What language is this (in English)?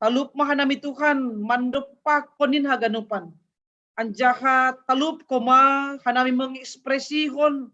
Batak Simalungun